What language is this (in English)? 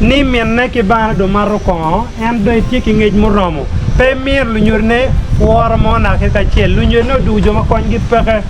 Acoli